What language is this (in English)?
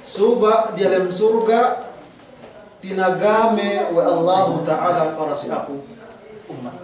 Yakan